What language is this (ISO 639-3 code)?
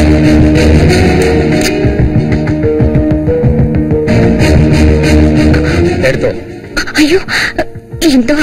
mal